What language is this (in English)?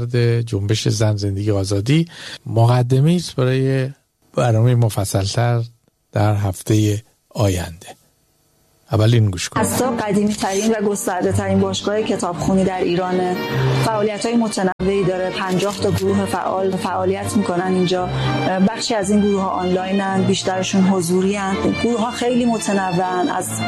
Persian